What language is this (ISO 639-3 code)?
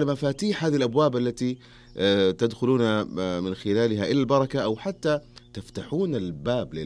ars